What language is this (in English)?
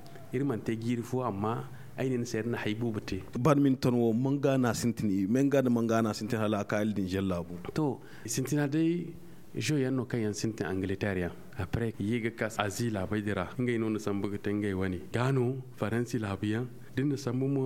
Zarma